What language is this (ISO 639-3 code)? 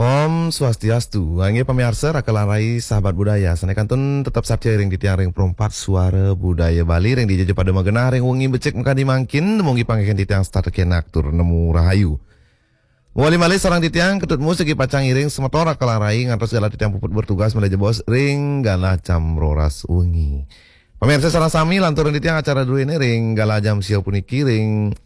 ban